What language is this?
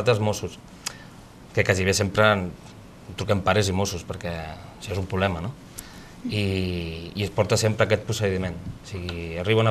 Catalan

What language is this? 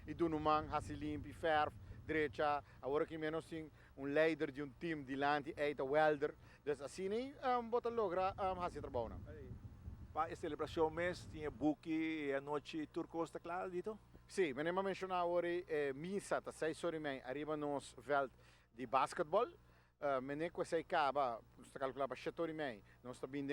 Papiamento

